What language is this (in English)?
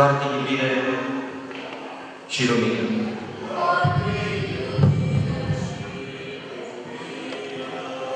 Romanian